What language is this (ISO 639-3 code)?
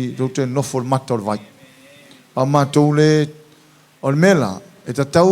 smo